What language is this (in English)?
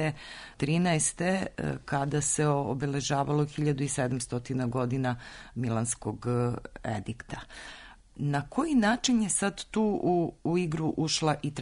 Serbian